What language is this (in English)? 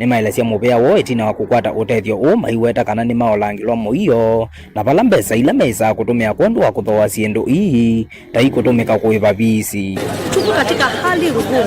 Kamba